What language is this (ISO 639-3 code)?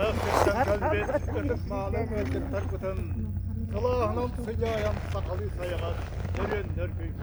sah